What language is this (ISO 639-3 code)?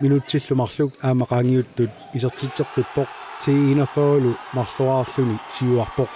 kal